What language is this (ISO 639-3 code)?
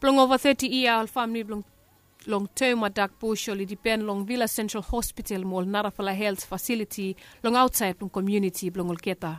bis